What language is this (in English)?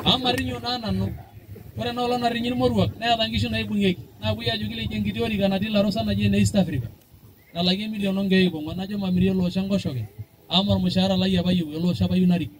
Masai